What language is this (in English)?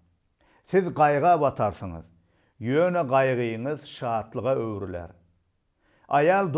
Turkmen